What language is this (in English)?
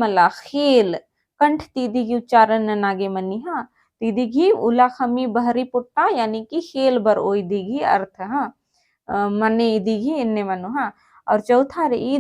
Kurukh